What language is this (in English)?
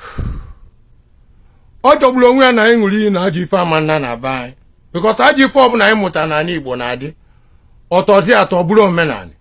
Igbo